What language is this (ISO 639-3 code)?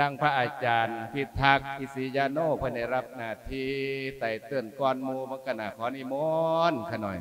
lao